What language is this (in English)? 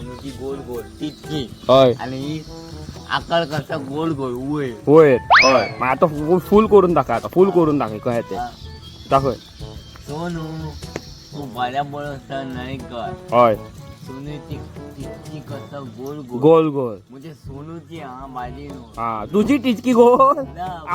Konkani